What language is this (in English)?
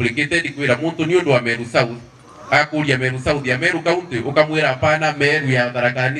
Meru